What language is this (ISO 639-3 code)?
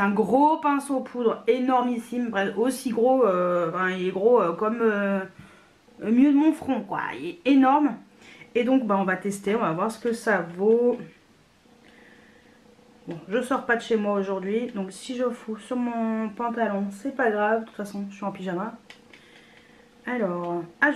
fra